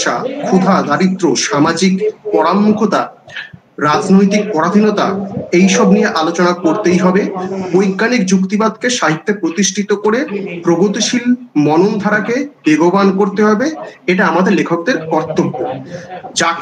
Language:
Bangla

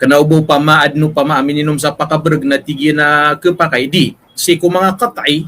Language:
Maranao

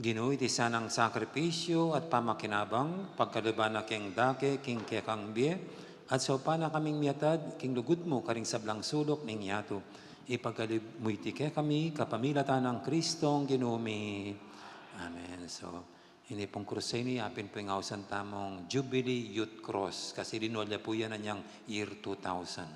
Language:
Pampanga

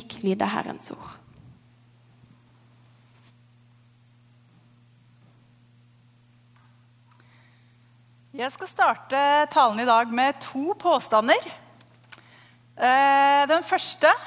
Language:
Norwegian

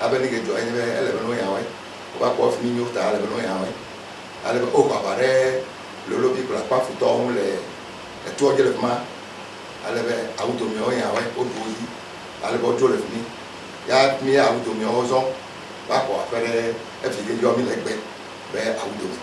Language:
Ewe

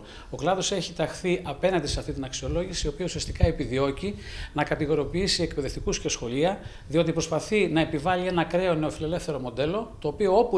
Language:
Greek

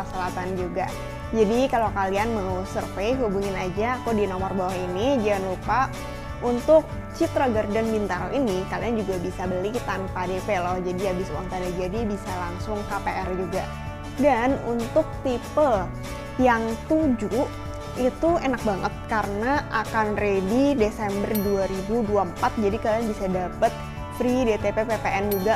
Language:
Indonesian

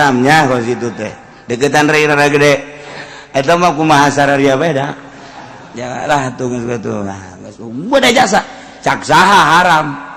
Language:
Sundanese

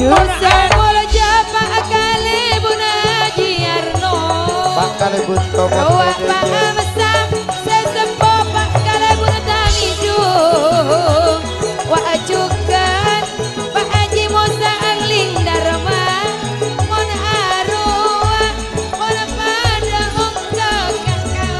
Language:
Madurese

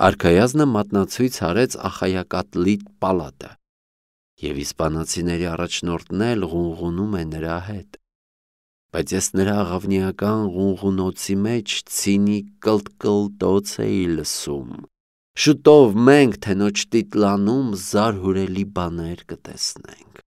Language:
Armenian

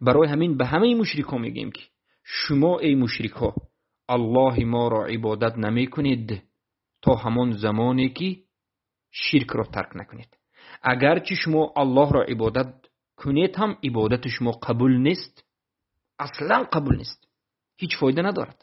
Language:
Tajik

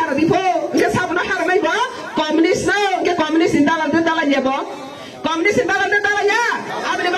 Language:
Riang (India)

